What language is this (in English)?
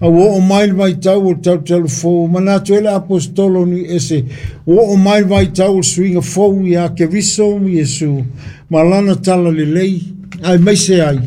Samoan